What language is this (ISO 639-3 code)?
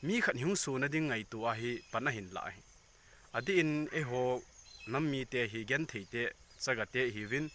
tcz